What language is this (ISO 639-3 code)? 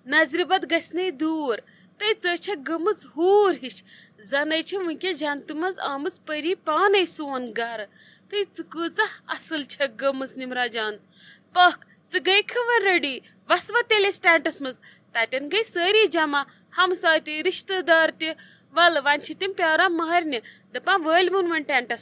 kas